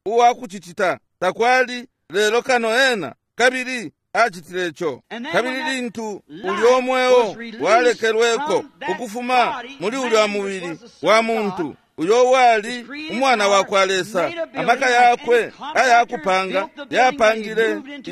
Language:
Bemba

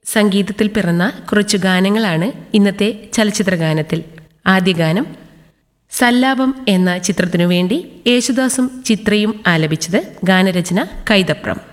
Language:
Malayalam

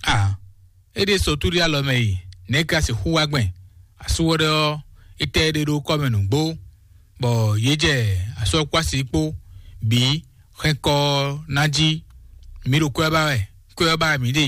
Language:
Fon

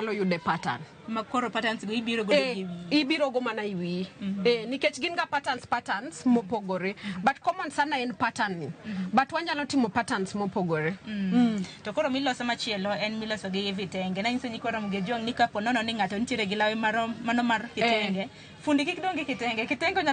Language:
Luo (Kenya and Tanzania)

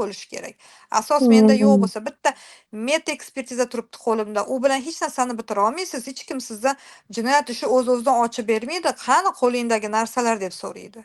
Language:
Uzbek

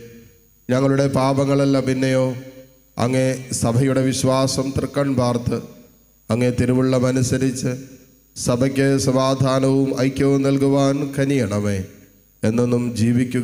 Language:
Malayalam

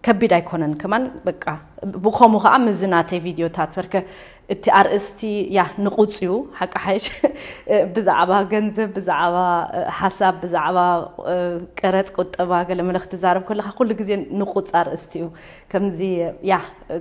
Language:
Tigrinya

